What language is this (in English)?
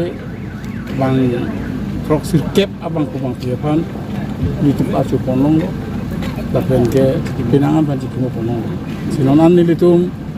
Karbi